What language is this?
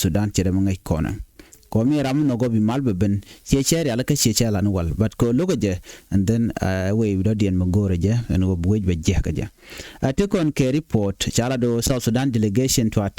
Nuer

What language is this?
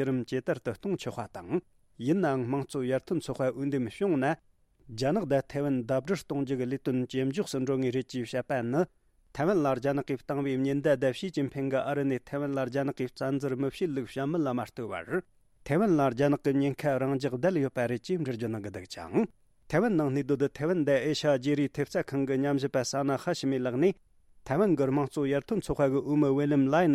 Tibetan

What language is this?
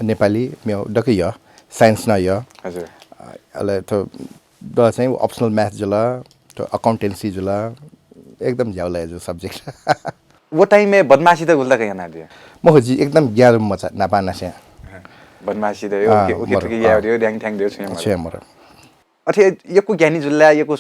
Newari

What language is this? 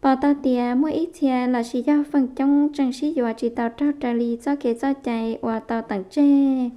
Hmong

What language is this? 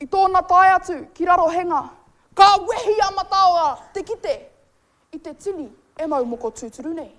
Māori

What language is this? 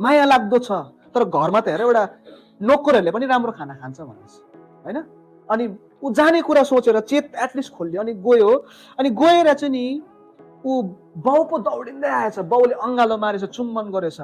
Nepali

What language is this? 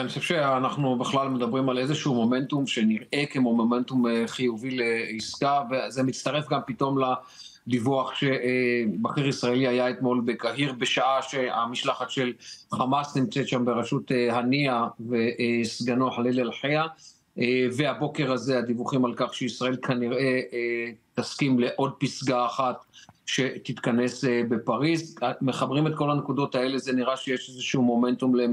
Hebrew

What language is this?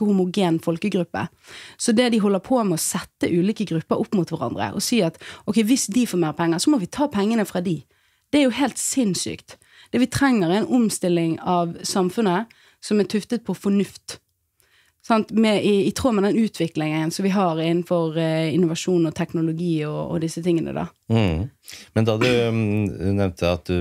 Norwegian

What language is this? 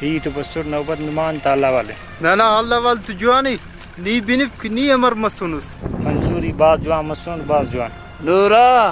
Brahui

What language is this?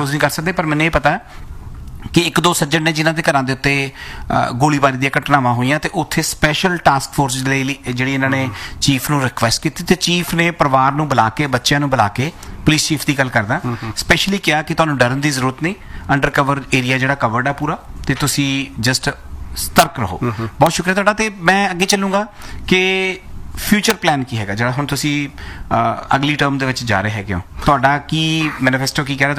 Punjabi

